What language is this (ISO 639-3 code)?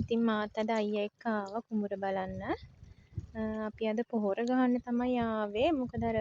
sin